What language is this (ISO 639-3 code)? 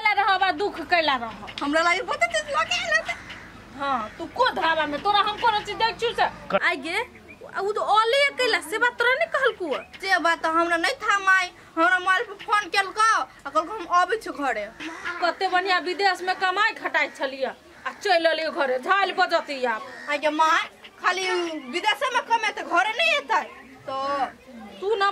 mai